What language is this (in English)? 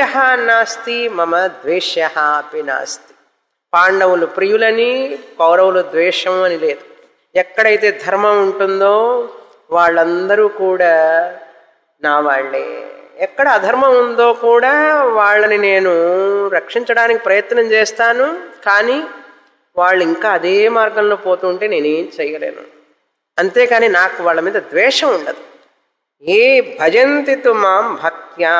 Telugu